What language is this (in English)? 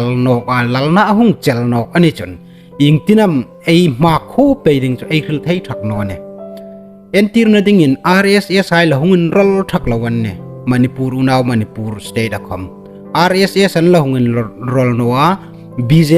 Hmar